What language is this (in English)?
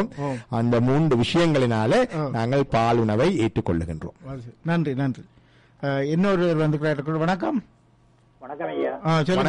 Tamil